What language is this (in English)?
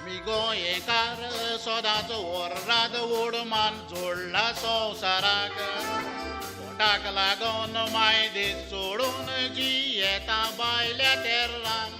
Konkani